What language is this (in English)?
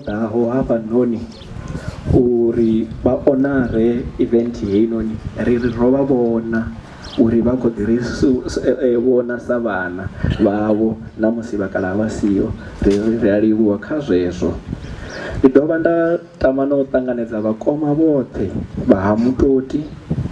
Venda